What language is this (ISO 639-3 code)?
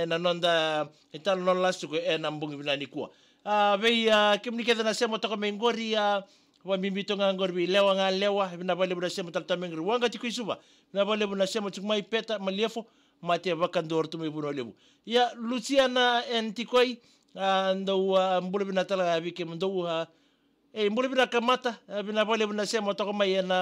fij